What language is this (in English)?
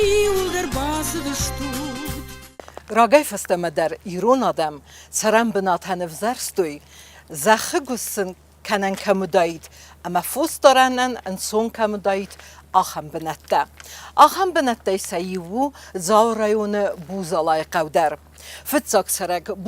Ossetic